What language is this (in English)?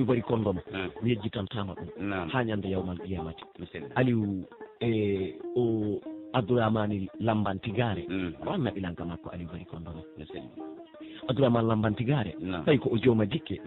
Pular